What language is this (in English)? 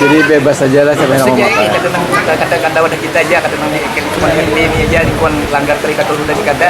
Banjar